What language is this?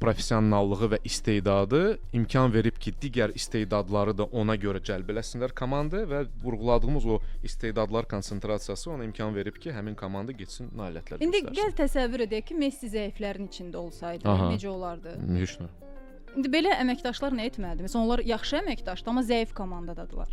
Azerbaijani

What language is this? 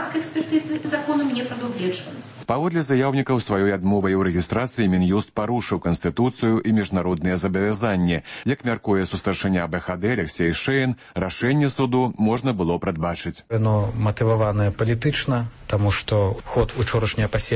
Belarusian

